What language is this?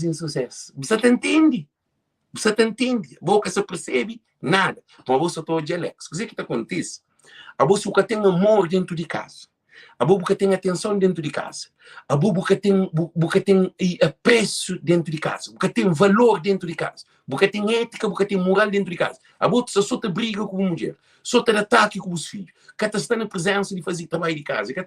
Kabuverdianu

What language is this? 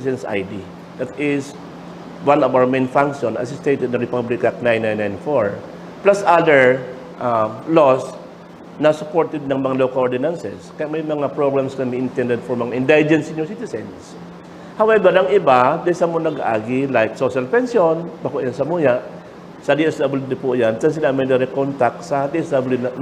Bikol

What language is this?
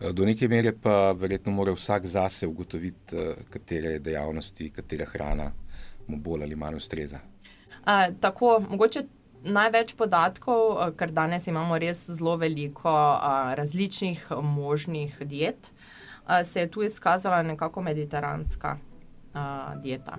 Slovenian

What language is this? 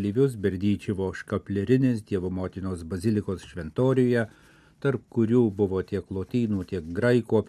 Lithuanian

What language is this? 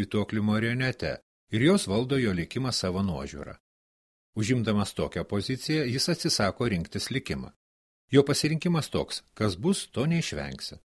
Lithuanian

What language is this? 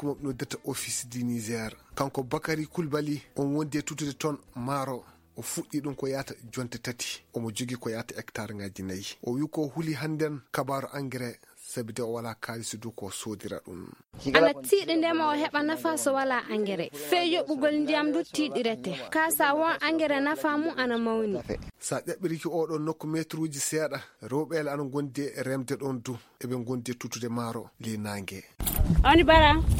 Fula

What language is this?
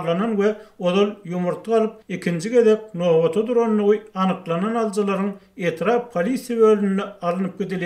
Turkmen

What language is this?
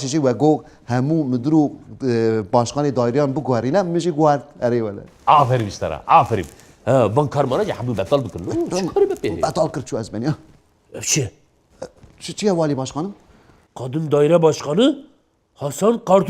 Kurdish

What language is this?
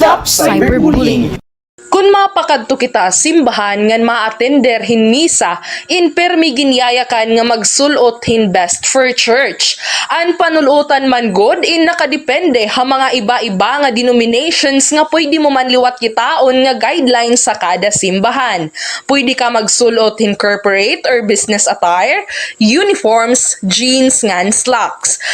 Waray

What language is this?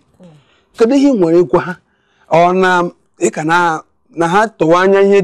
Igbo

